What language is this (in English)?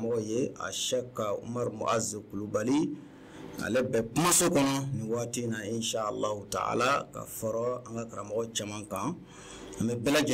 Bambara